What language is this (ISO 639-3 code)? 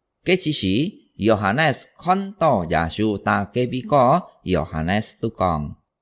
hak